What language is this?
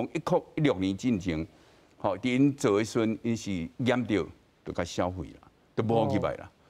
Min Nan Chinese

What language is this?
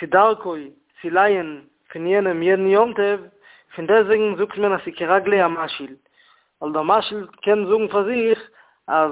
Yiddish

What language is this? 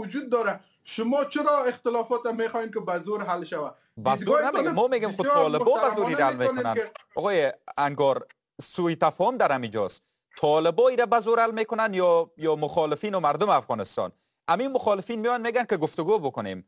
Persian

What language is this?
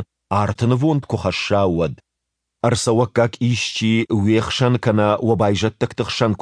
Ossetic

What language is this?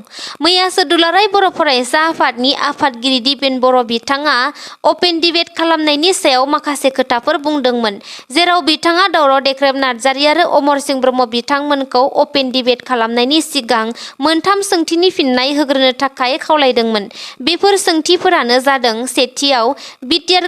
Bodo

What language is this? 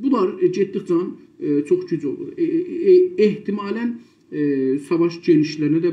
South Azerbaijani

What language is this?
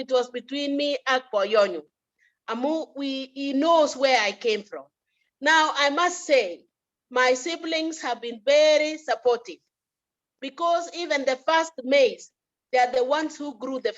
Kalenjin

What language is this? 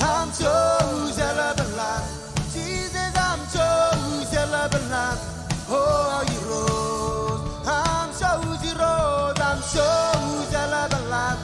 Marshallese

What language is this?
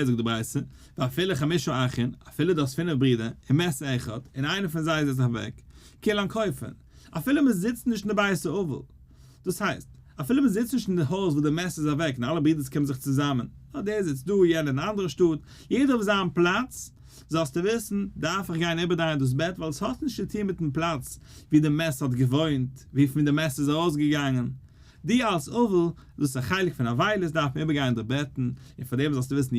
Yiddish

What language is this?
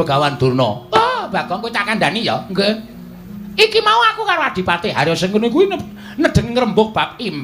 Javanese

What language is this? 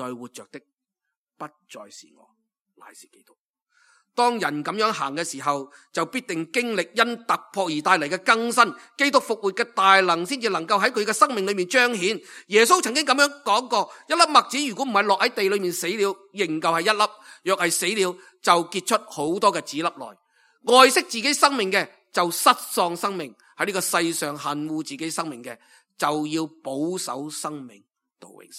Cantonese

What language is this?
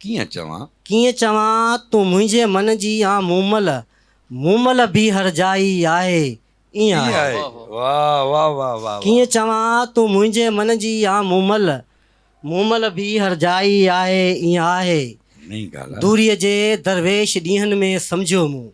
Sindhi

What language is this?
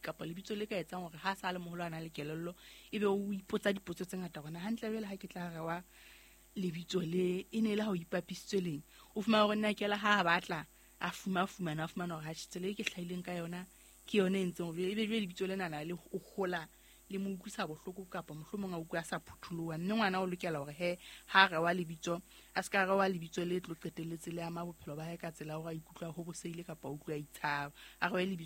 Southern Sotho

